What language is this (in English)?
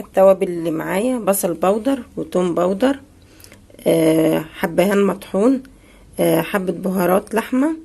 Egyptian Arabic